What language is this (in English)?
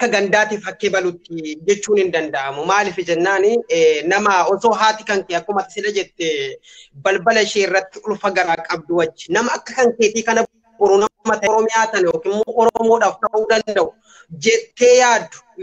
Oromo